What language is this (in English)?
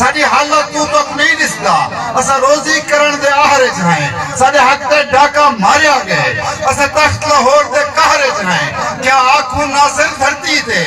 Saraiki